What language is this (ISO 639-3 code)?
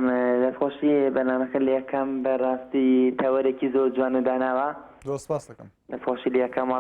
ckb